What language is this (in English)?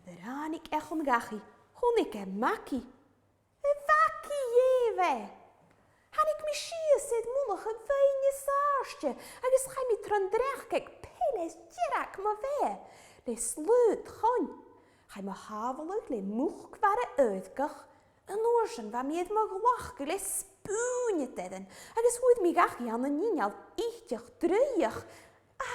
Scottish Gaelic